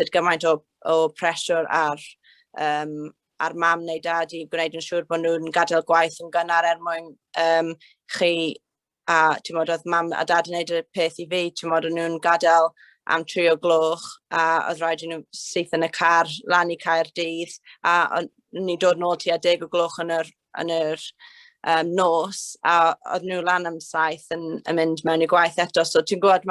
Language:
Welsh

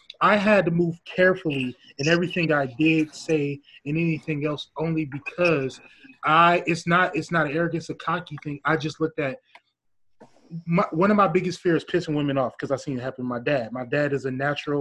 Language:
English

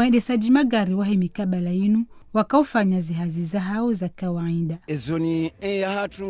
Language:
Ngazidja Comorian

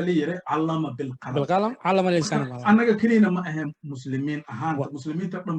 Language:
Somali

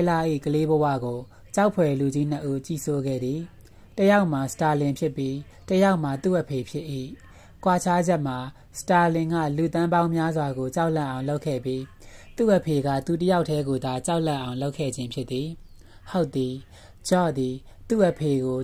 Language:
Burmese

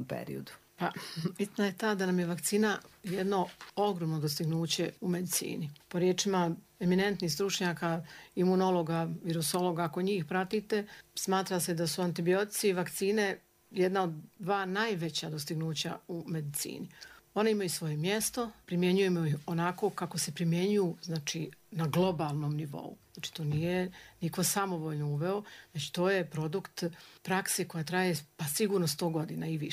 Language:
Serbian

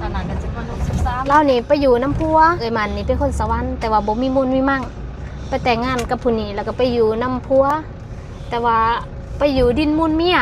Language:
Lao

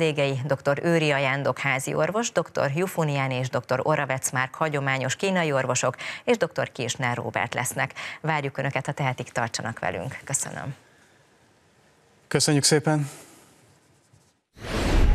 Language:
Hungarian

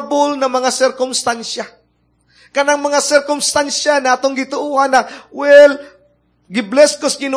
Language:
Cebuano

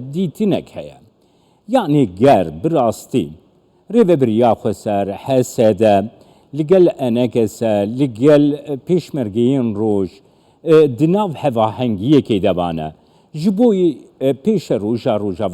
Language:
Kurdish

